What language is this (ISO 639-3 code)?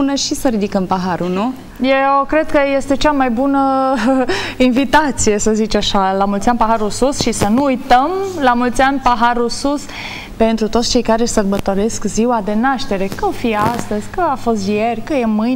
ron